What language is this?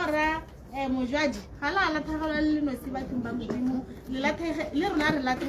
Tswana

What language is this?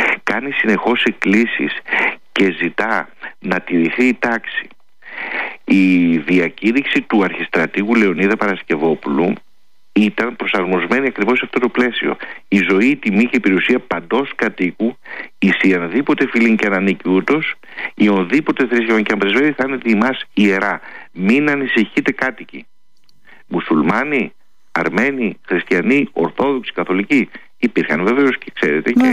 Greek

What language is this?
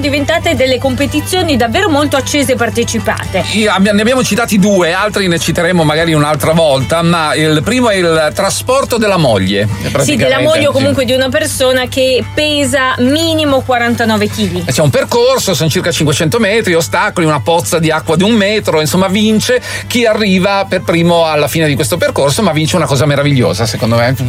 Italian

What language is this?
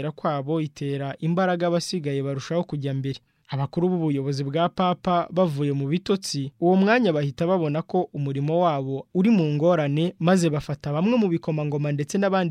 Kinyarwanda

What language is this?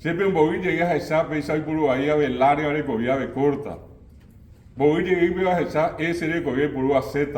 Guarani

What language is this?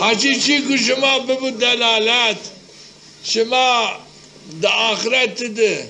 Zaza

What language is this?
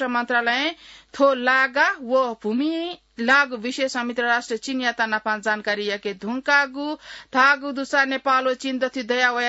Newari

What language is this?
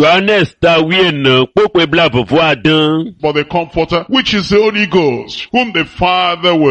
Ewe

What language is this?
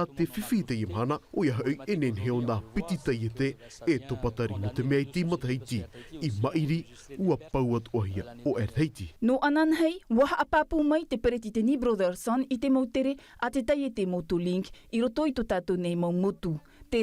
Tahitian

